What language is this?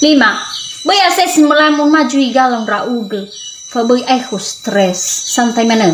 Nias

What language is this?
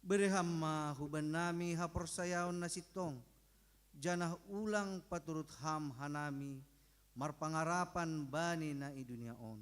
Batak Simalungun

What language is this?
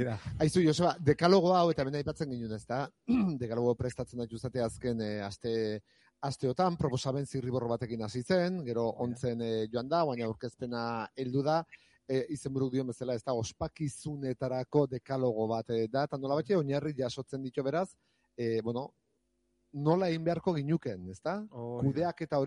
Basque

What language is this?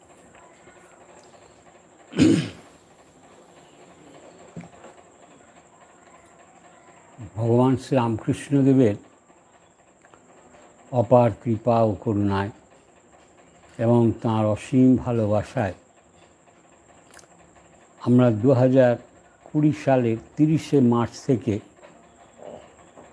Bangla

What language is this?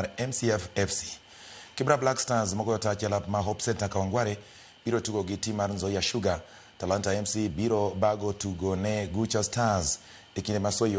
Luo (Kenya and Tanzania)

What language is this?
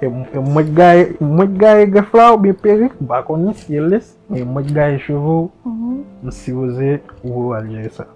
Haitian Creole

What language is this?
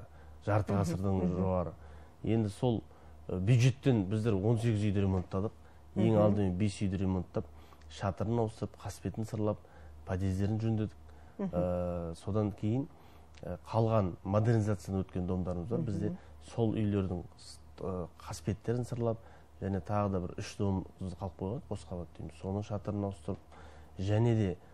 Kazakh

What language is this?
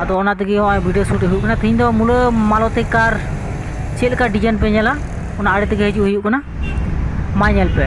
Santali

